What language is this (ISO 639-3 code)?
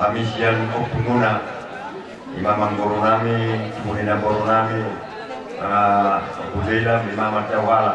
bbc